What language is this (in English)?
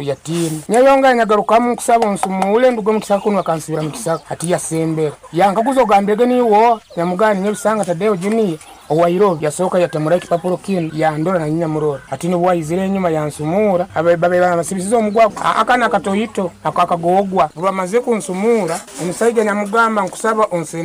Nyoro